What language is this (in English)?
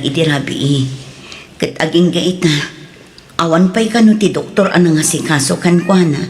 Iloko